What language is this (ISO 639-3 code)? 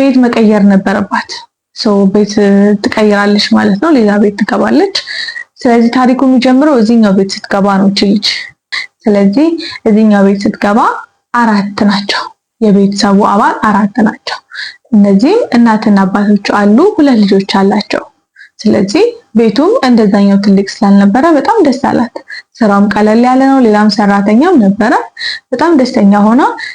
amh